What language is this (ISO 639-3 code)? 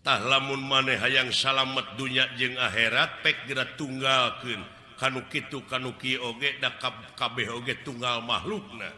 sun